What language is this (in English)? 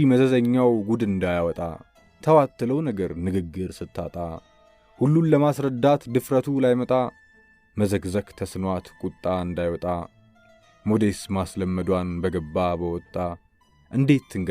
Amharic